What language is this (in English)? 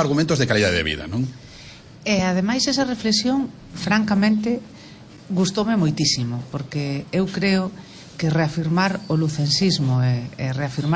Galician